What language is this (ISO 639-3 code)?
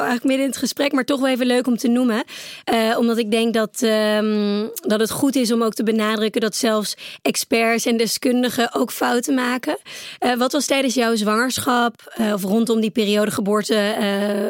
nld